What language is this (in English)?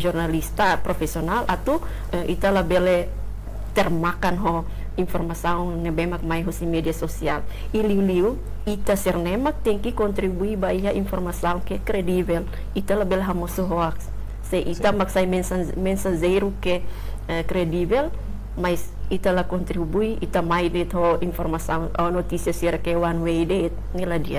Tetum